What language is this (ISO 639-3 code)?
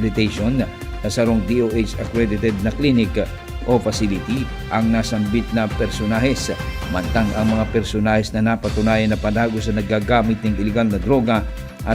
bik